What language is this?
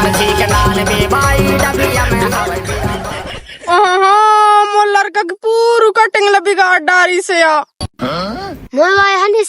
Chhattisgarhi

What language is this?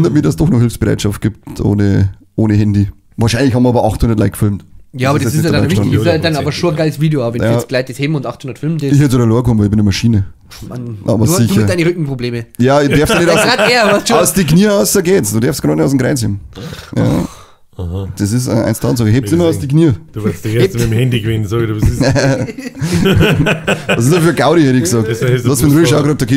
Bavarian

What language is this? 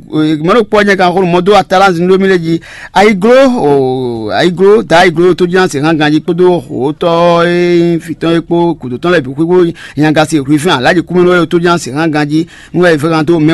Fon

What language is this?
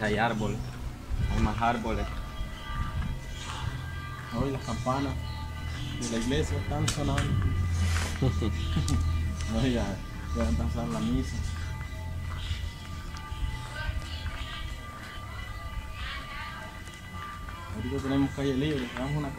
Spanish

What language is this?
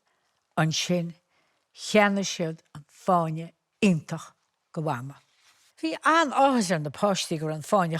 Irish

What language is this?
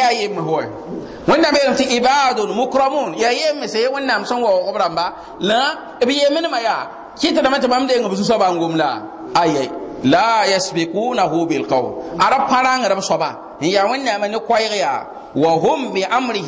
Mossi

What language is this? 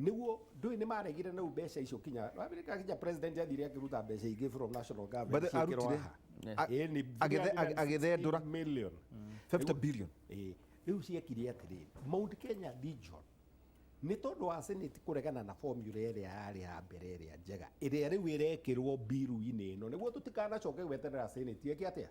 Kikuyu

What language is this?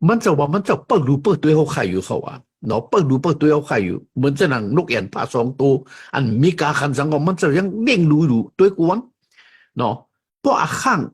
Shan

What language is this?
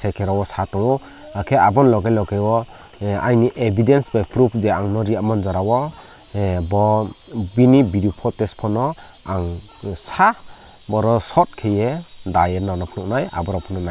Riang (India)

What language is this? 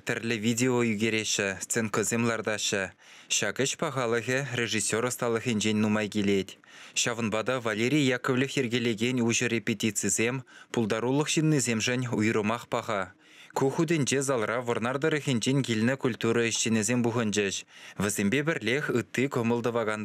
Chuvash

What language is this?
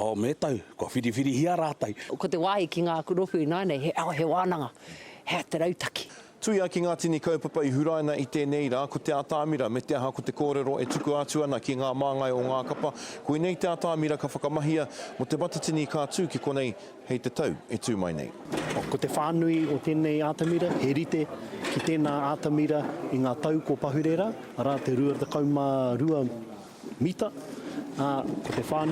Māori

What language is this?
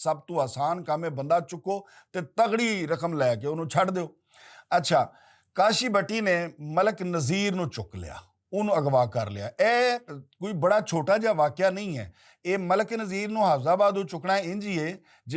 Western Panjabi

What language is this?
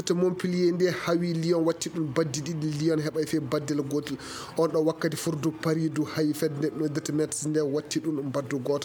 Nigerian Fulfulde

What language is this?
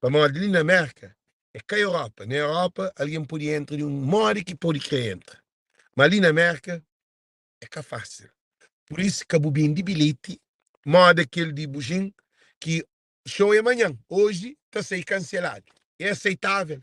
Kabuverdianu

